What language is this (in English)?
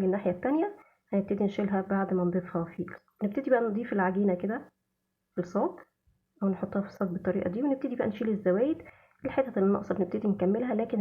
Egyptian Arabic